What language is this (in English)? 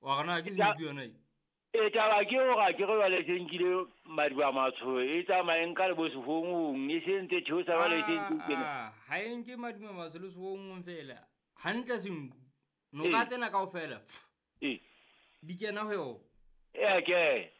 Southern Sotho